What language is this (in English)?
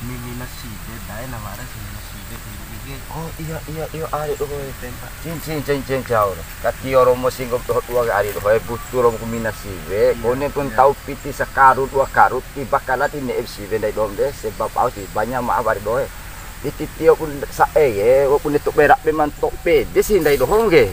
Bima